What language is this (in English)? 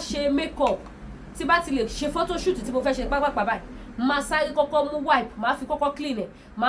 Yoruba